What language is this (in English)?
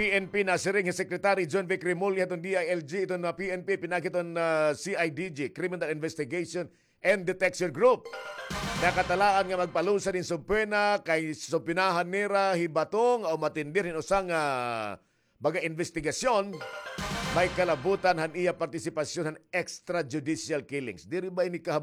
Waray